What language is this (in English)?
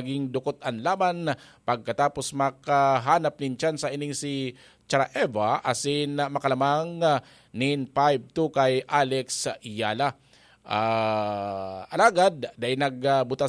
Bikol